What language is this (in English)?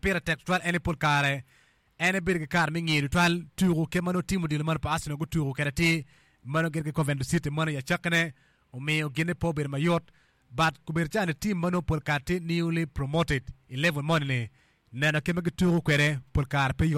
Acoli